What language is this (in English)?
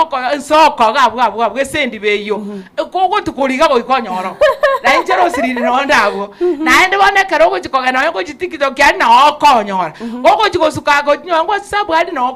Gusii